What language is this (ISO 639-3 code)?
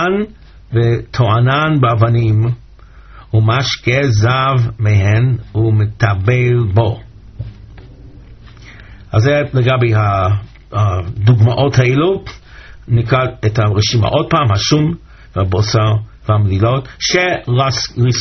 heb